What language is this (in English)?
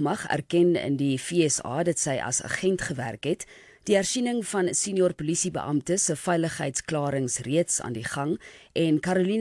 Afrikaans